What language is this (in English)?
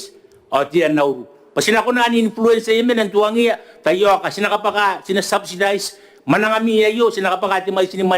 Gilbertese